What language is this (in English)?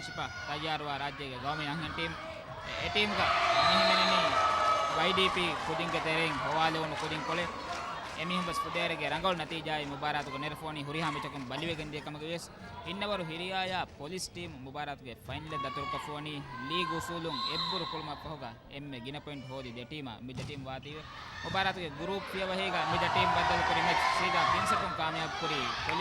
Divehi